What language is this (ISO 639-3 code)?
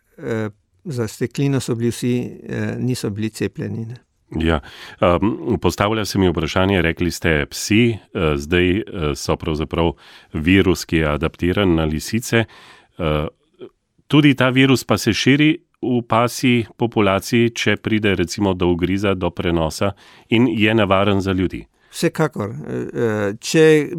slv